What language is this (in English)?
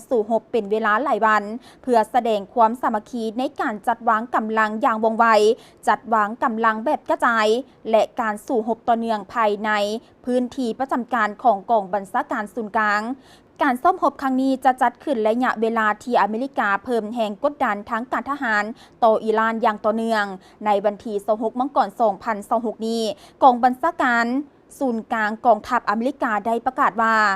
Lao